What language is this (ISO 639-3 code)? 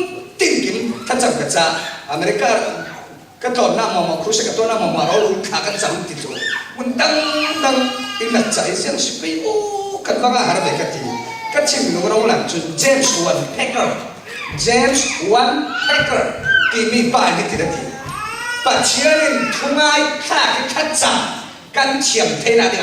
cfm